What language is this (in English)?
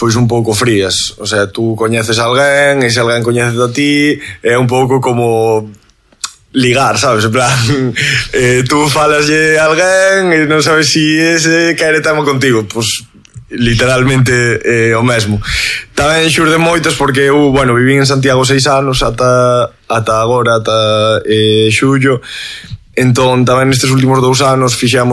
Galician